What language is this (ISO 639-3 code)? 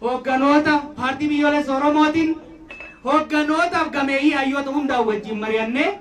orm